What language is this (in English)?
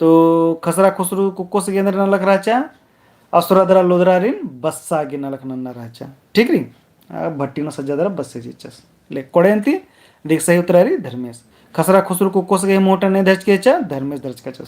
Kurukh